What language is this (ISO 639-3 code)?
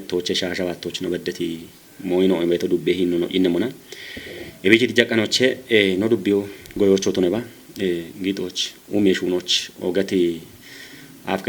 kbr